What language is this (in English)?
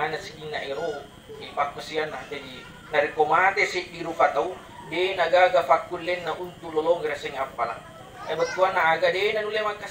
Buginese